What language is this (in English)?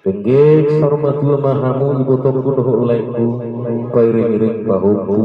Batak Toba